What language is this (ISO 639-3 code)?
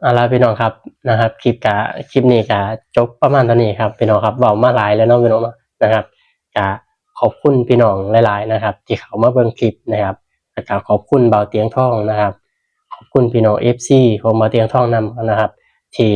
tts